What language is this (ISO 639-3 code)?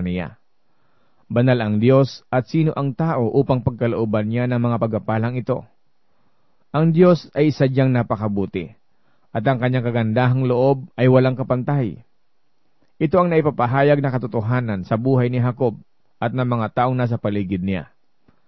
fil